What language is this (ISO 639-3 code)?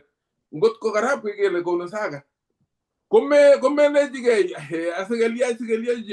kln